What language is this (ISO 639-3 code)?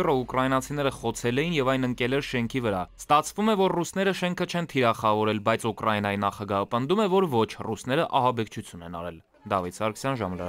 hye